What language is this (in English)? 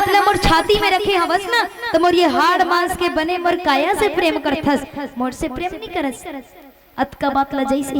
Chhattisgarhi